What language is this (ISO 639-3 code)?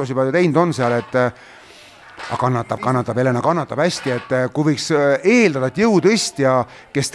est